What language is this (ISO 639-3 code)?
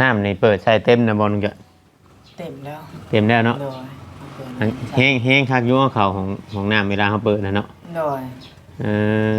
tts